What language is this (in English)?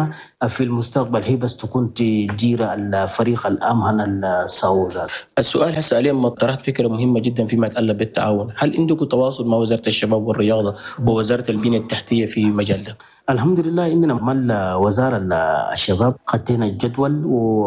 Chadian Arabic